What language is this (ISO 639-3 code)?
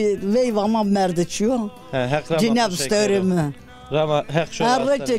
zza